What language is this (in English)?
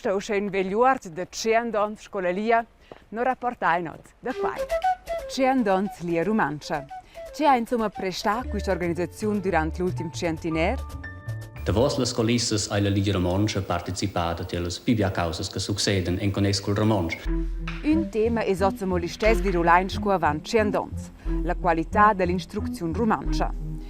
Romansh